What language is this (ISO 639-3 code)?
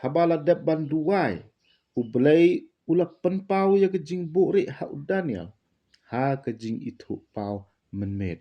kha